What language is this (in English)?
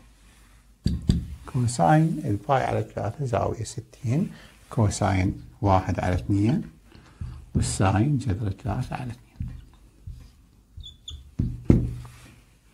Mesopotamian Arabic